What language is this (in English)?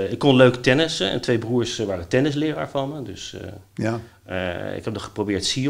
Dutch